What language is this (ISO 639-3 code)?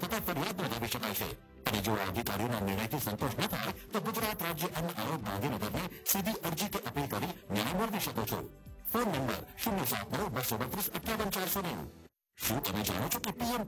guj